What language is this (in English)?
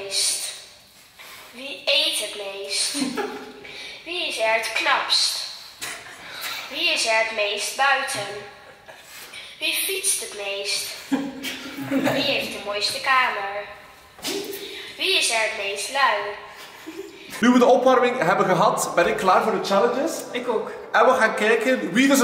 Dutch